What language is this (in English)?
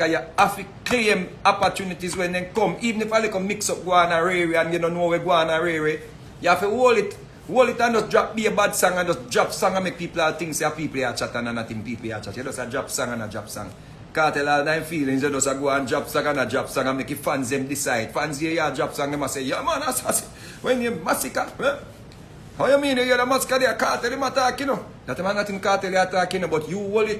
Jamaican Creole English